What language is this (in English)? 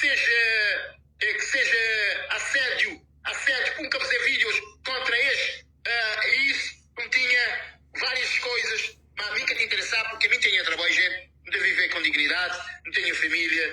Kabuverdianu